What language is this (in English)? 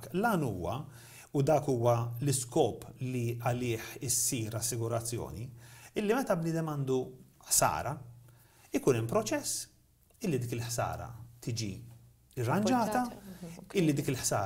Maltese